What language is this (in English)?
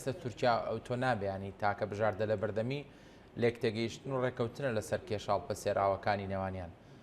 Central Kurdish